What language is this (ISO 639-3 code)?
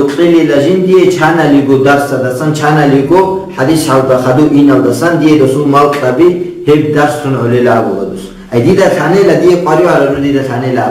ava